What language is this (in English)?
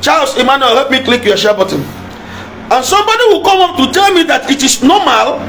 Igbo